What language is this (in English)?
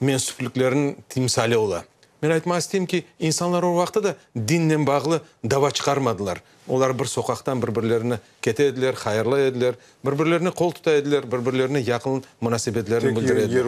Crimean Tatar